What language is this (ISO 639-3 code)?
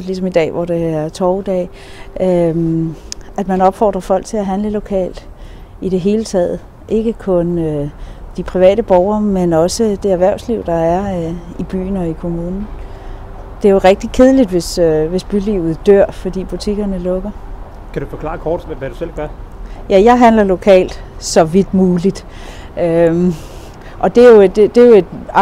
dan